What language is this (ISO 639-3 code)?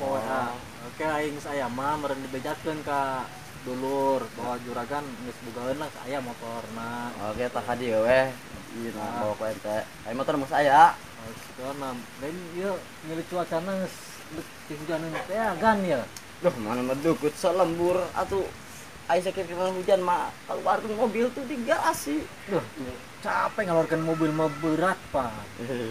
sun